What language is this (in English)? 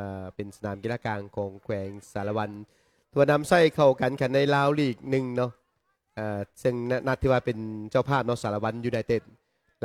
Lao